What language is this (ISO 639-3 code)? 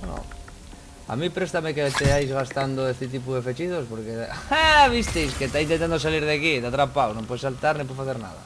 ast